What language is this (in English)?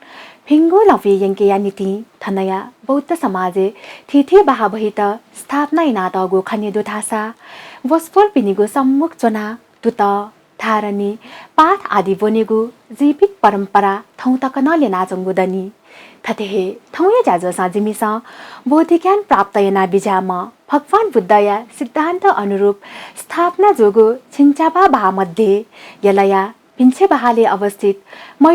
Newari